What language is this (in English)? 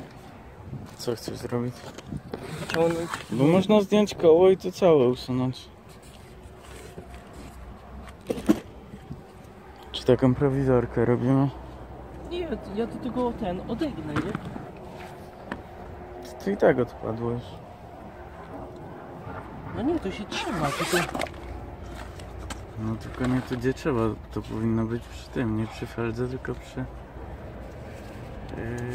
Polish